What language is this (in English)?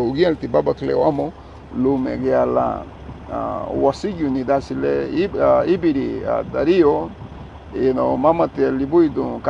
Garifuna